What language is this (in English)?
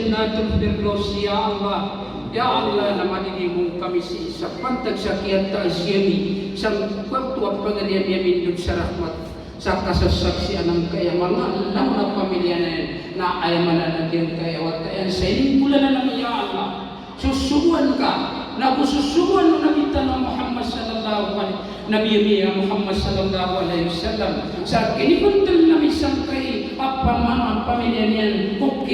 Maranao